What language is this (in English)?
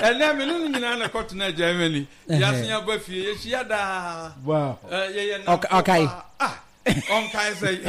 Akan